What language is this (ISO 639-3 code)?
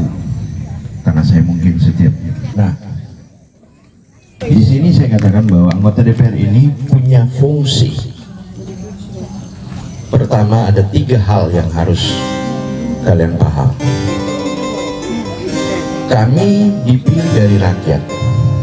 ind